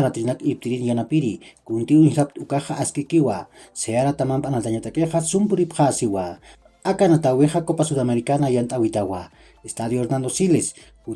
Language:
Aymara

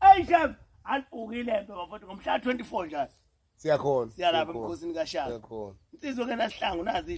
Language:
Zulu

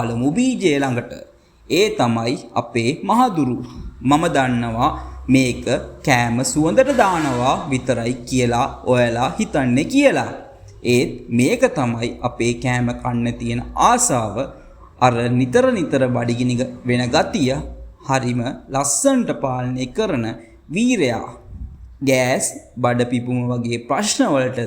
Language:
Sinhala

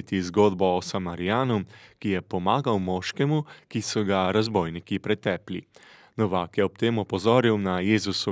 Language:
Slovenian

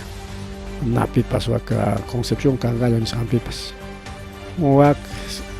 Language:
Ayacucho Quechua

